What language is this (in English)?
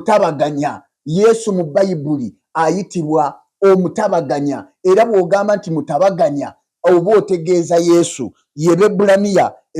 Ganda